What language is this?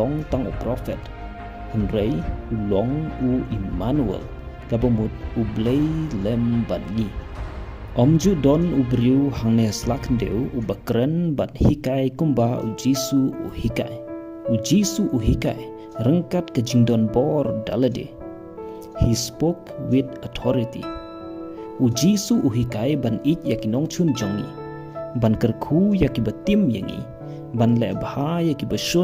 Khasi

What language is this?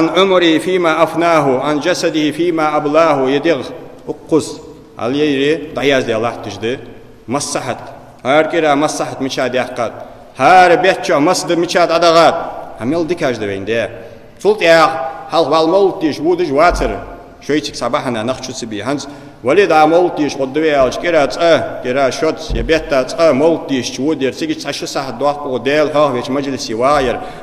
Ingush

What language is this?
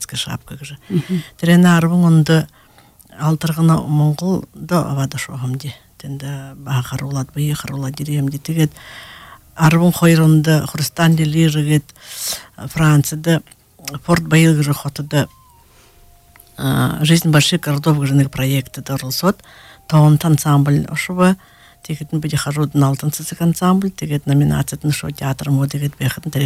Buriat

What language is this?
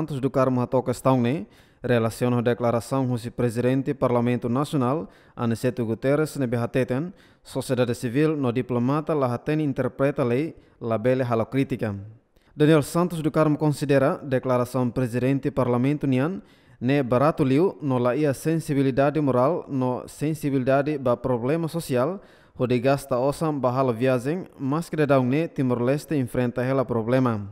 Tetum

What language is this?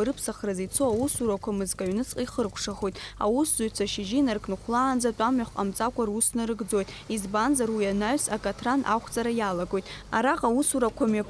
Abkhazian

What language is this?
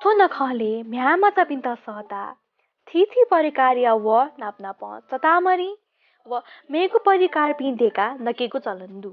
Newari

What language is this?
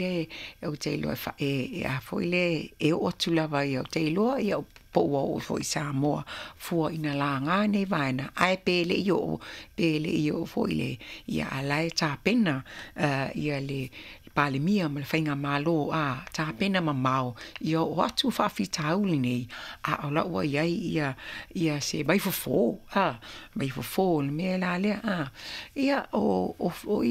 Samoan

